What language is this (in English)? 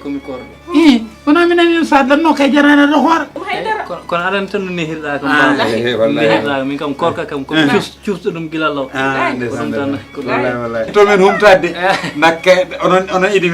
Fula